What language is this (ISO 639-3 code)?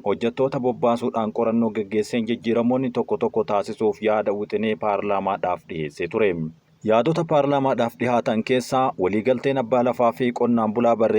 orm